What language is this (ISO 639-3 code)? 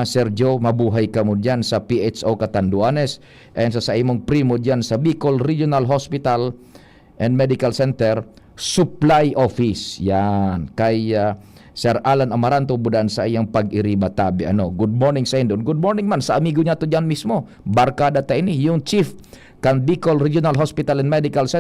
bik